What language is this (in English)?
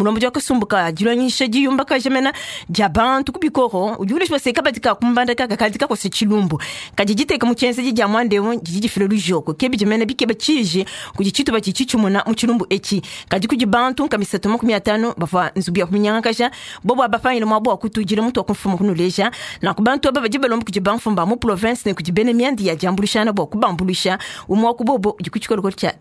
Luba-Lulua